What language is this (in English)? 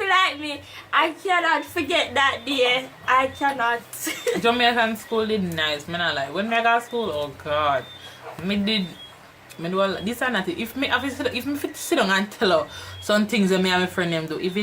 Jamaican Creole English